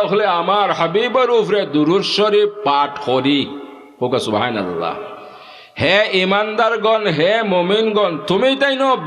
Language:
Sylheti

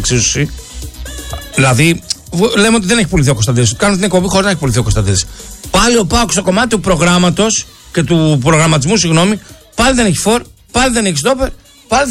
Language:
Greek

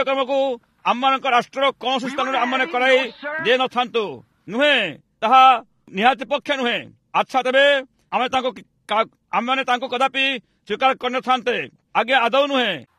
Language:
Odia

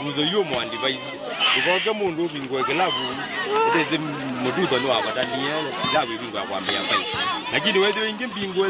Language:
Kamba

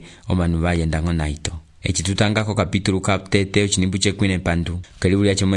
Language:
Umbundu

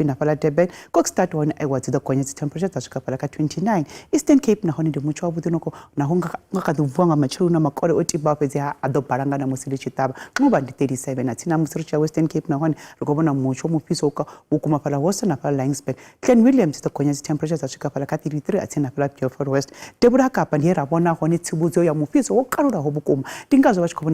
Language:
Venda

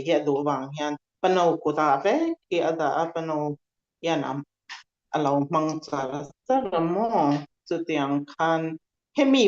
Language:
Falam Chin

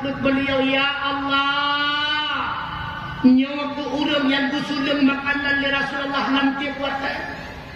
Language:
Achinese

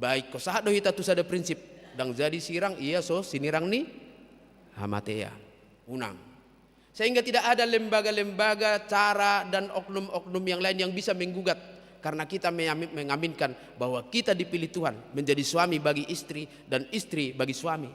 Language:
Batak Toba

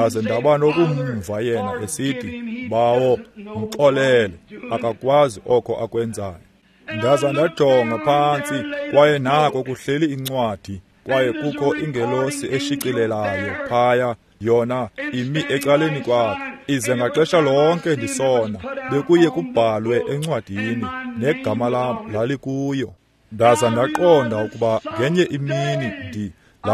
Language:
Xhosa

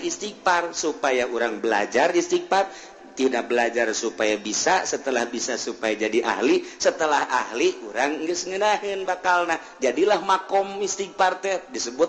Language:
Sundanese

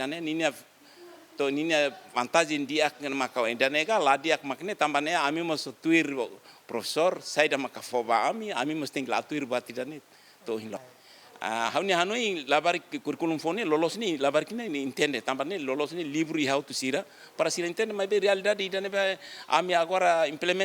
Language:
Tetum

